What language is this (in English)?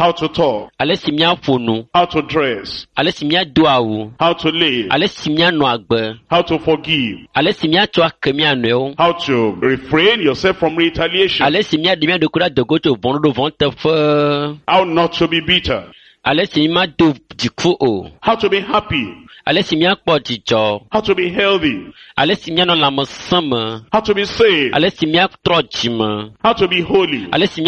Ewe